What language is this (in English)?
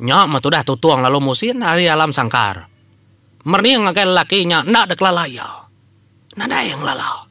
Iban